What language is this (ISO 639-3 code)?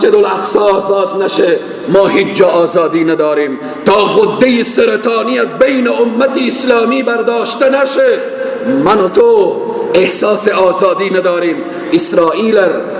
fas